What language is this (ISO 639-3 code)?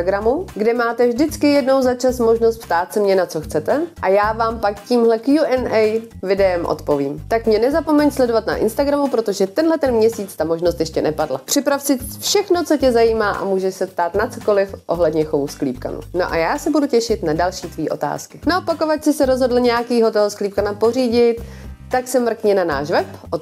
ces